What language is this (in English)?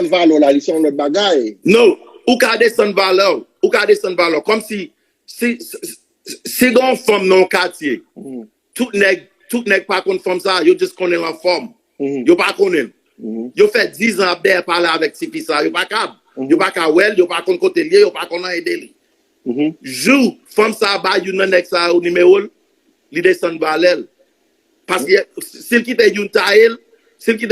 Haitian Creole